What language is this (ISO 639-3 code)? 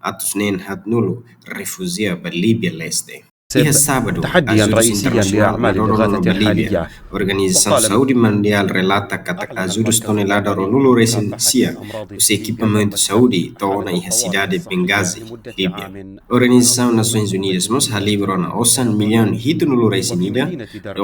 tet